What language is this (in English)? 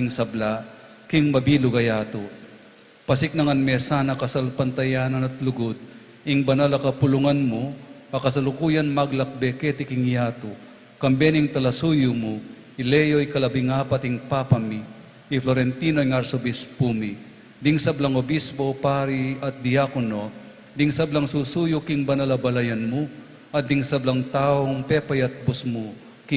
Pampanga